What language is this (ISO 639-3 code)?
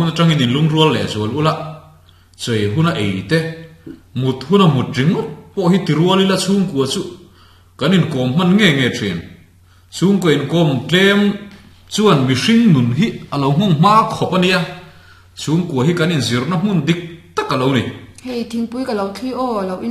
lus